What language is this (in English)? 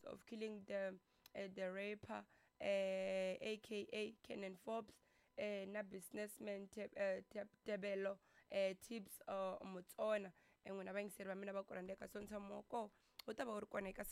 Tsonga